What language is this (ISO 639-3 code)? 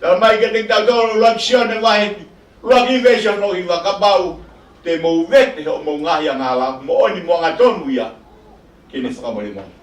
ton